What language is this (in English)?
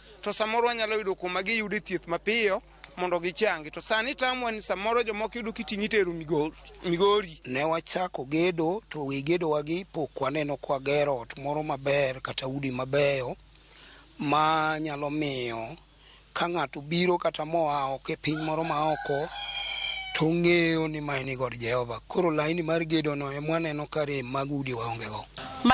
Luo (Kenya and Tanzania)